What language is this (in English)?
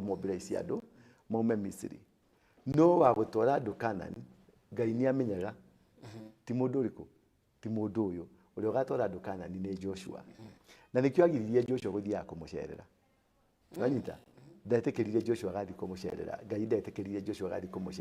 Kikuyu